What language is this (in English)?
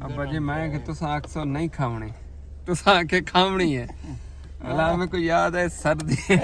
Saraiki